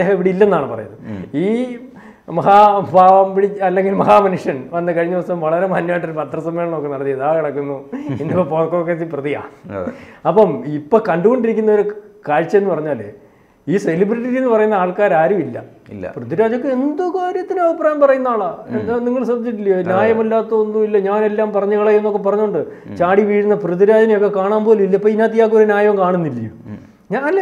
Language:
Malayalam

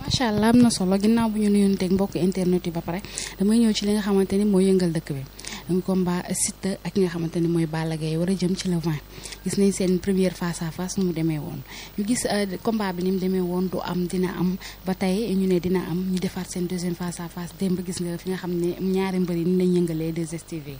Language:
Wolof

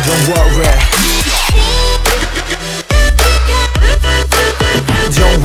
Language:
Korean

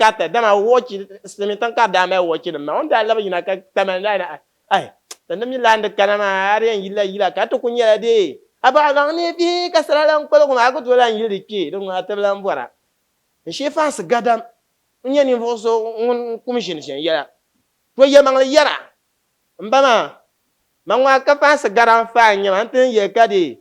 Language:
Dagbani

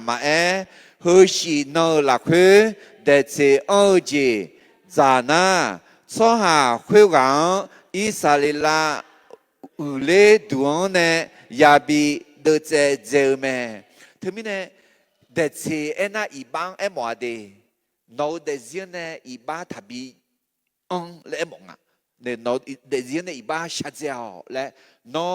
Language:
Akha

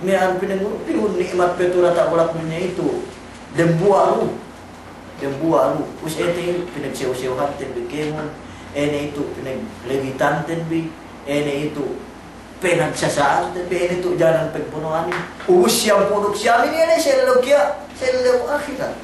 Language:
Yakan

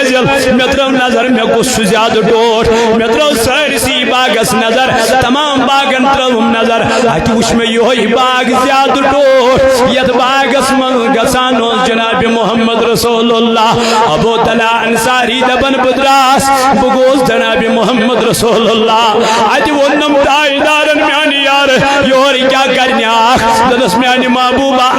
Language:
Kashmiri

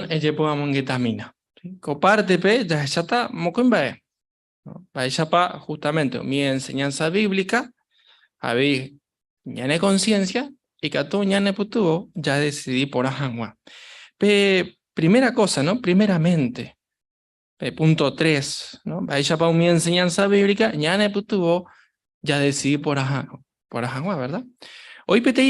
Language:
Guarani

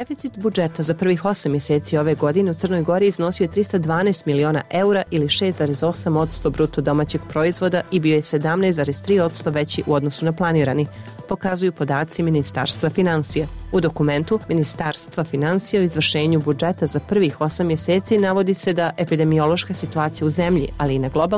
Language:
Serbian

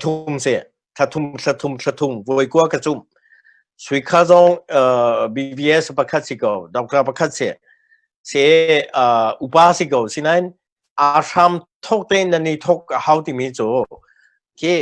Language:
Hakha Chin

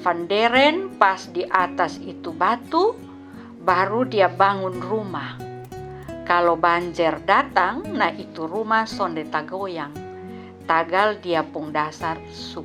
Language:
Kupang Malay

